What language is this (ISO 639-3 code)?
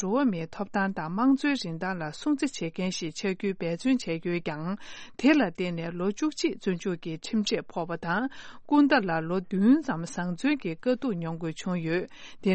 bod